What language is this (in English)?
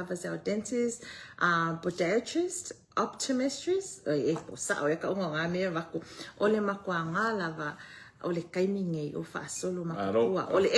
Samoan